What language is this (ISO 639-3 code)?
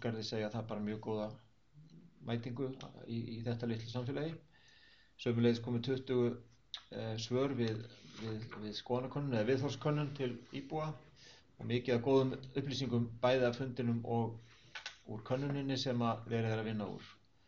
isl